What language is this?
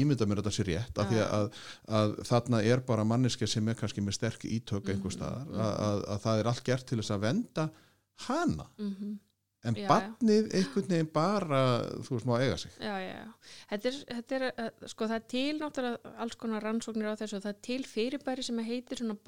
Icelandic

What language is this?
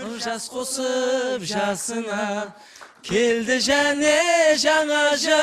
Kara-Kalpak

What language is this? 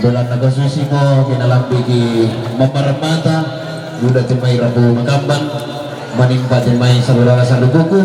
Toraja-Sa'dan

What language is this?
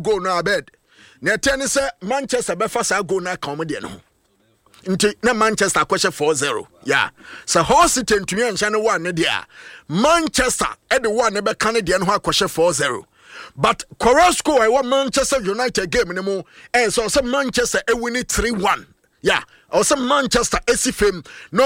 Akan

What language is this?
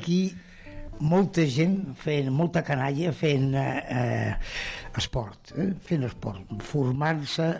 Catalan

